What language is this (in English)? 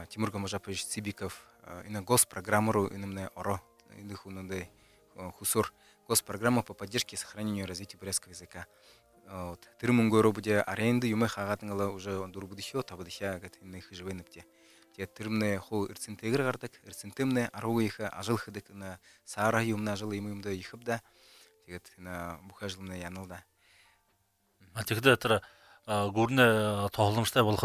Buriat